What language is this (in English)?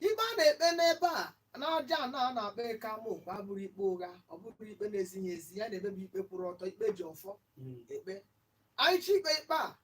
Igbo